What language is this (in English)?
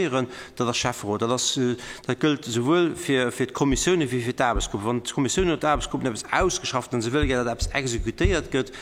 Luxembourgish